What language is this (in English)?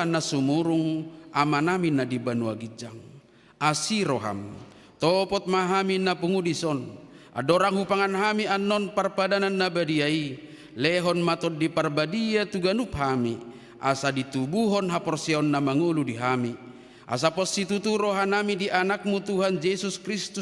Batak Toba